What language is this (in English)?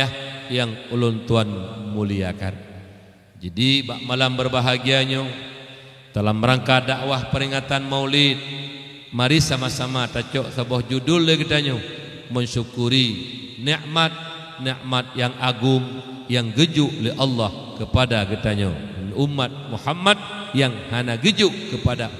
Achinese